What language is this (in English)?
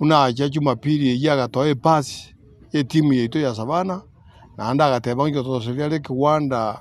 Gusii